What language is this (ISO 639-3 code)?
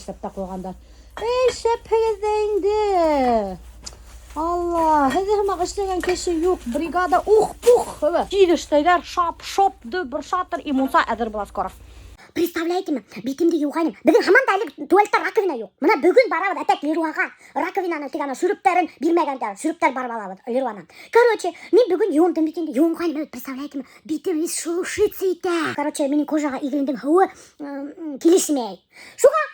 bak